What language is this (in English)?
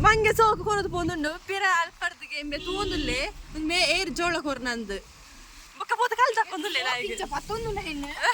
Tulu